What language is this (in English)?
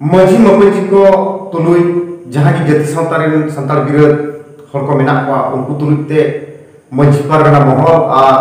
Santali